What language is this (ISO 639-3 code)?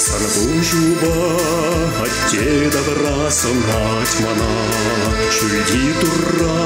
chv